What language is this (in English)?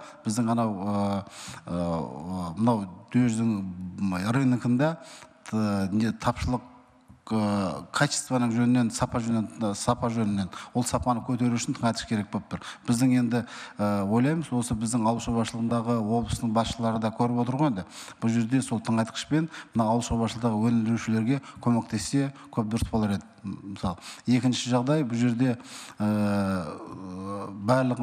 Kazakh